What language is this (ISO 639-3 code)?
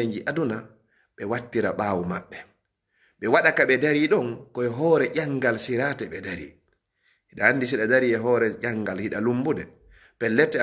ful